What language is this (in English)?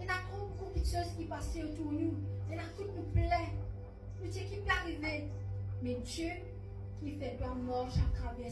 Morisyen